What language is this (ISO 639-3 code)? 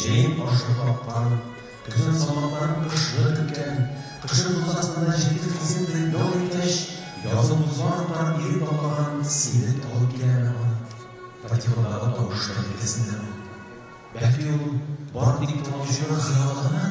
tat